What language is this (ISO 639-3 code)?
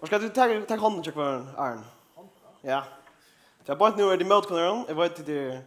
fao